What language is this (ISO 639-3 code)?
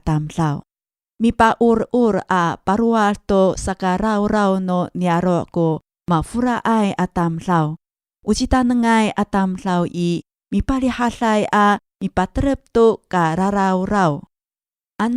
ami